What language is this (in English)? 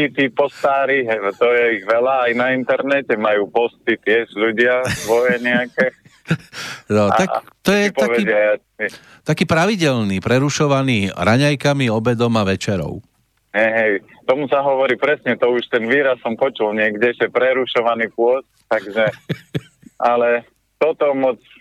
Slovak